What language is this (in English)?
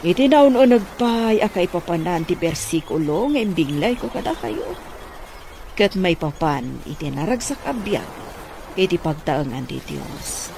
Iloko